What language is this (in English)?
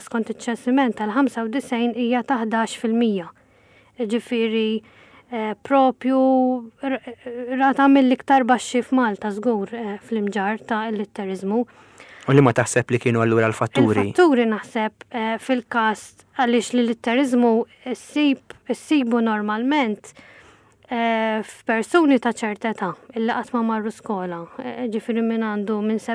Maltese